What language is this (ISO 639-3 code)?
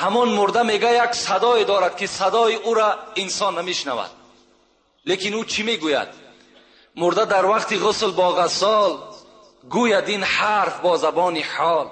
tgk